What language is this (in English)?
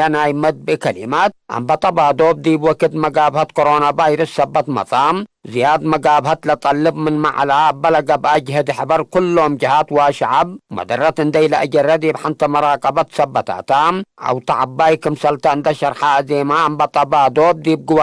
Tigre